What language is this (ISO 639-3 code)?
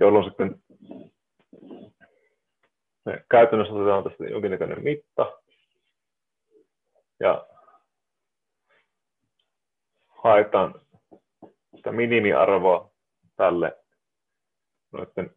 fin